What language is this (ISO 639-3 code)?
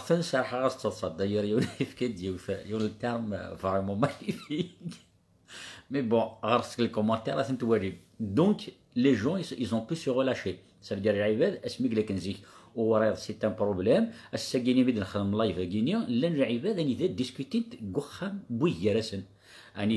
kab